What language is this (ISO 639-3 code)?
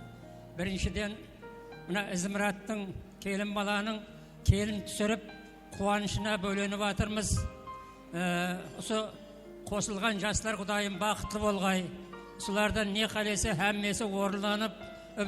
kaa